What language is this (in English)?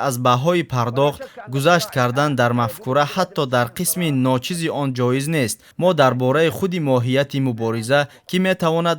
Tajik